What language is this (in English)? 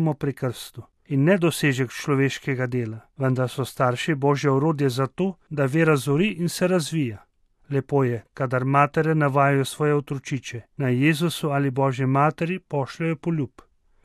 Slovenian